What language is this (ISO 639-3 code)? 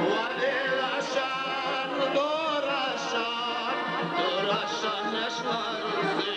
dar